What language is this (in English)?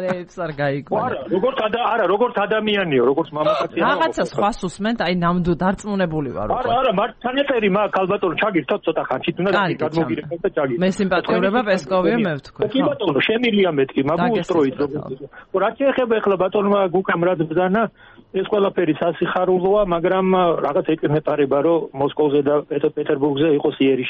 Georgian